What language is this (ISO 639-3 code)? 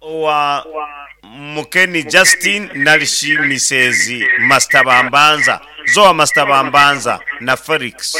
nyn